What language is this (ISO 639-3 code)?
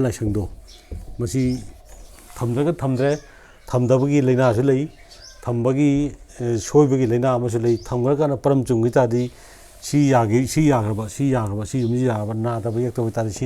mni